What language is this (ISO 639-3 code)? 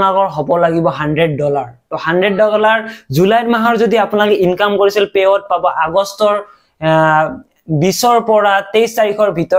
asm